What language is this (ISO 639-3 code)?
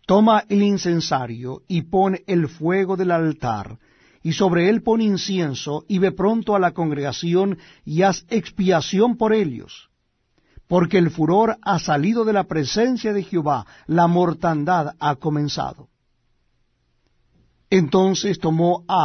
spa